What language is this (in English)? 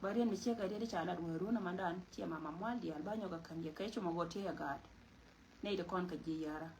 Nuer